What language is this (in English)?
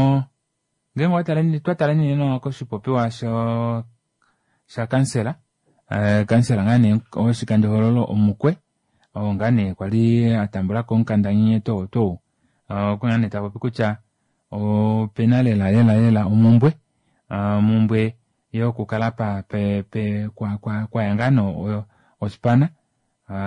Kuanyama